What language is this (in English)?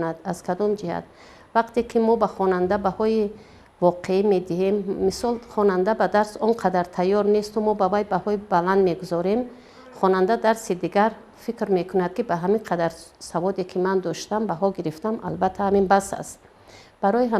Tajik